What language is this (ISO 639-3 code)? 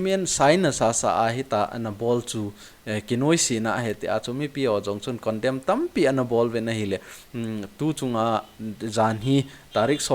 tcz